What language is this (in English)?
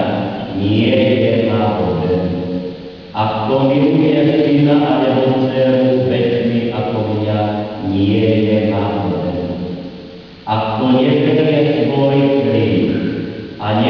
Slovak